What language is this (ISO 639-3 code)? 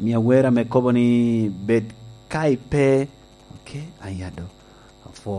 laj